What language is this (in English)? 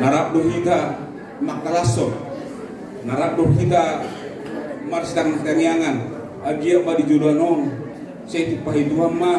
Batak Toba